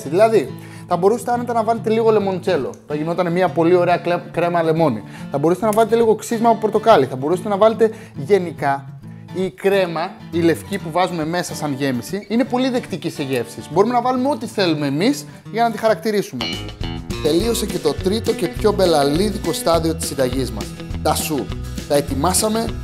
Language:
Greek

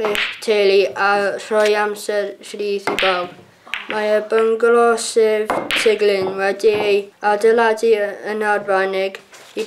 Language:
Welsh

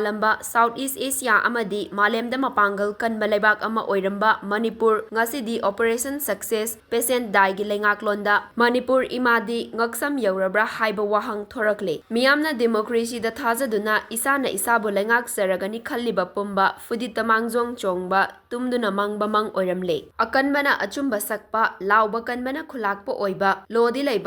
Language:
Manipuri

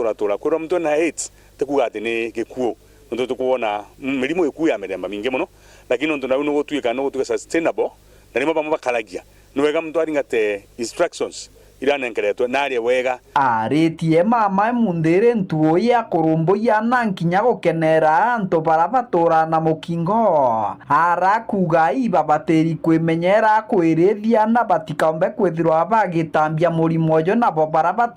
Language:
Meru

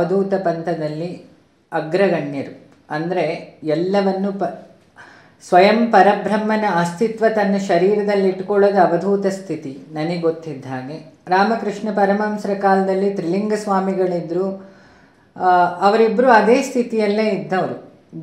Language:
Kannada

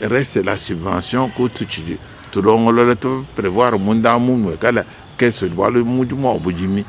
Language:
Luba-Lulua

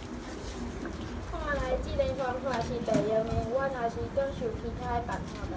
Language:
Min Nan Chinese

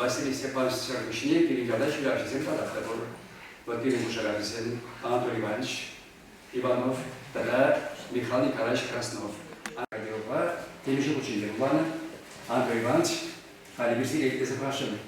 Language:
Chuvash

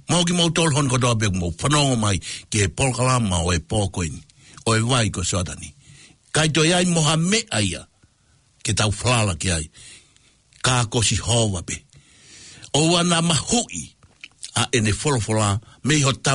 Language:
Tongan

